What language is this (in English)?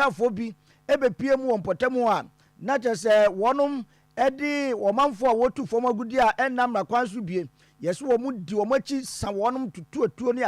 Akan